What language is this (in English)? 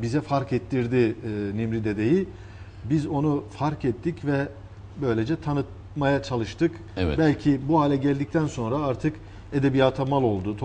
Turkish